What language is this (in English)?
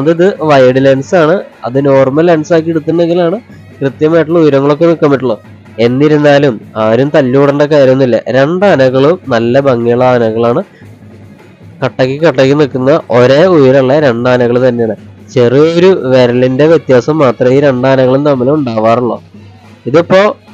Malayalam